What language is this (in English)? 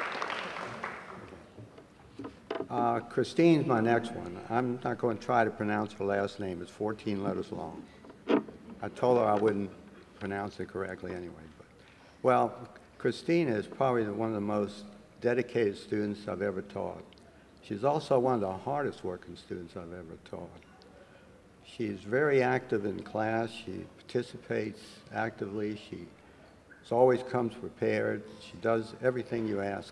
English